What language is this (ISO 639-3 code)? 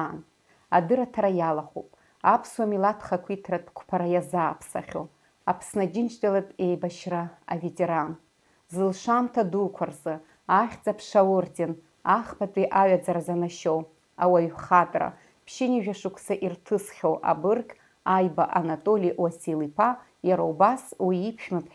abk